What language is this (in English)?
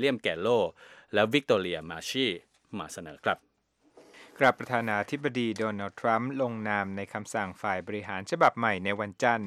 Thai